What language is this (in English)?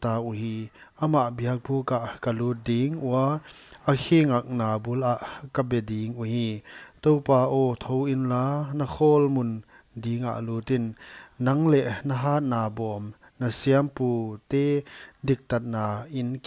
Paite Chin